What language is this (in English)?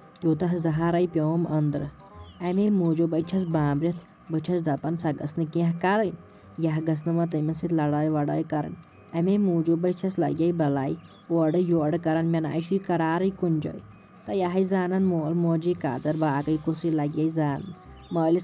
Kashmiri